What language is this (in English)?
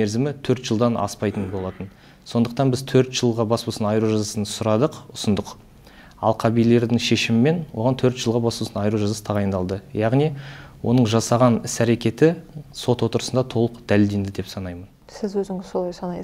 Kazakh